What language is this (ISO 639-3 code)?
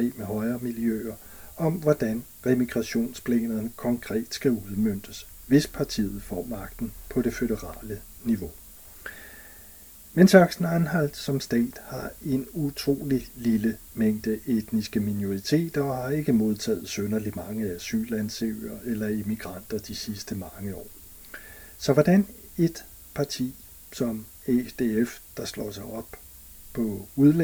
dan